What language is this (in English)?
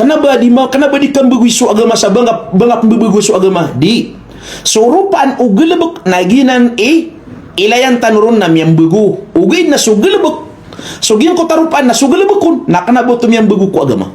Maranao